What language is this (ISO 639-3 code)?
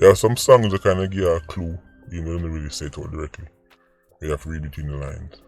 jam